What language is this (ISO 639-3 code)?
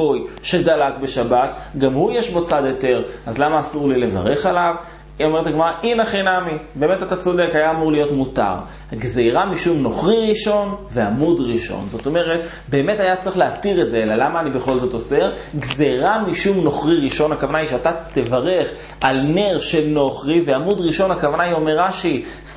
heb